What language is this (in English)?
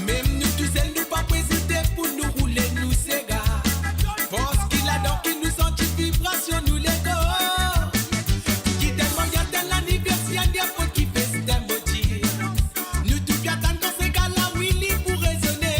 Morisyen